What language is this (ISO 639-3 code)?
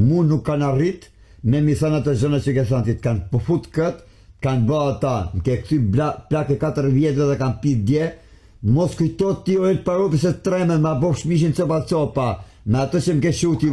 sqi